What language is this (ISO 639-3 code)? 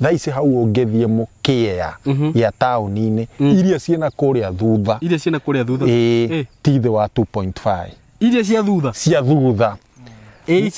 kik